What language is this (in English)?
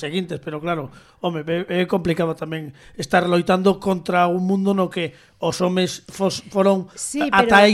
Galician